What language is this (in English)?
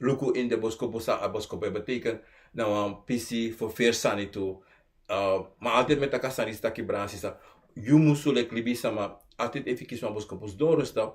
Sranan Tongo